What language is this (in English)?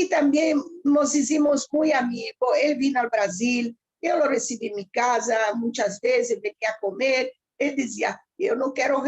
Ladino